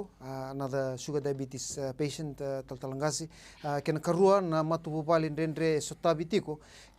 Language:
Fijian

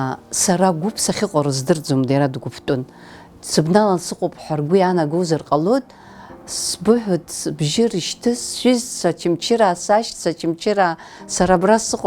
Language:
Abkhazian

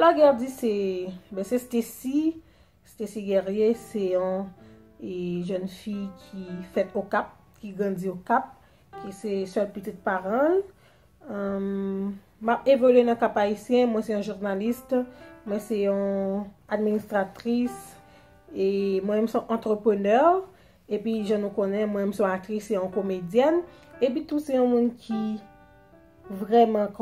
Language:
Haitian Creole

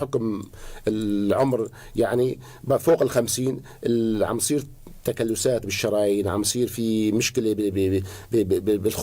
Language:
North Levantine Arabic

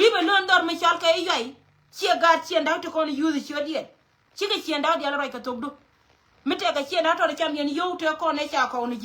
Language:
Nuer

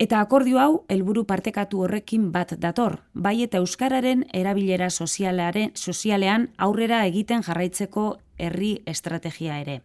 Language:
Basque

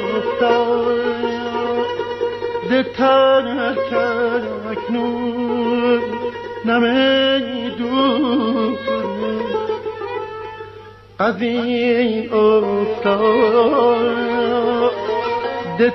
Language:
Persian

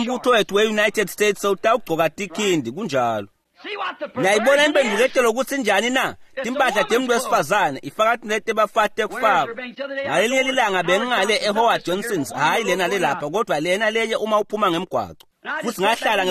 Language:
Swati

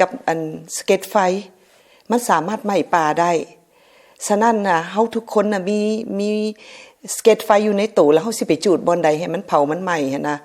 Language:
Lao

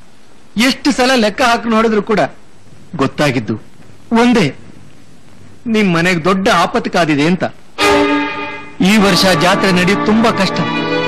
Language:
Kannada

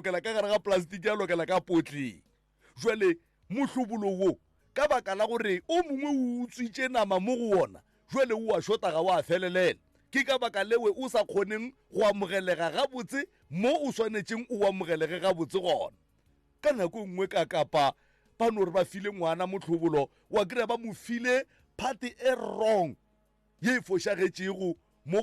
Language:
Northern Sotho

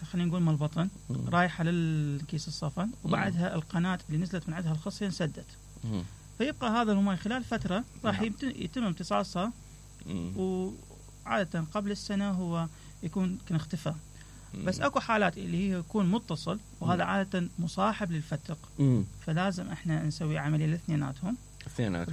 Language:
Mesopotamian Arabic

